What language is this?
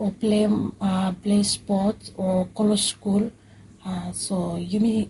Bislama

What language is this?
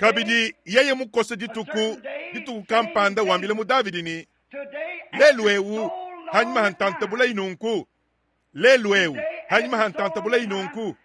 Luba-Lulua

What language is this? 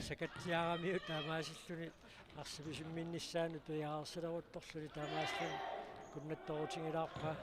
Kalaallisut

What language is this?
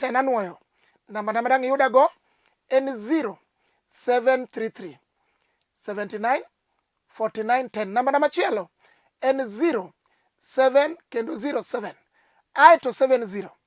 Luo (Kenya and Tanzania)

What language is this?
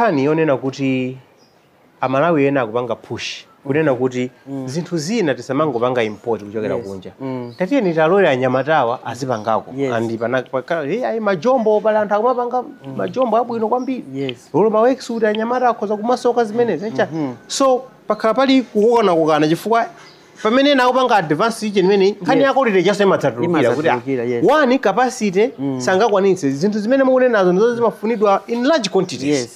Nyanja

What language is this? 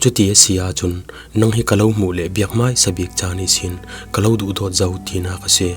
Falam Chin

